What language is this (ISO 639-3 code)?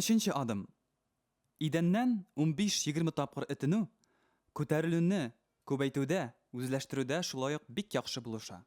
tat